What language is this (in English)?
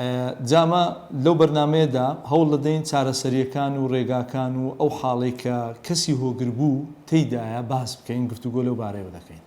Central Kurdish